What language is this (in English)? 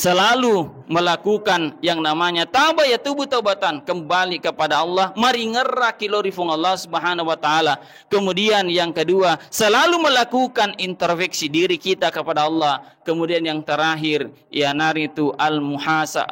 Buginese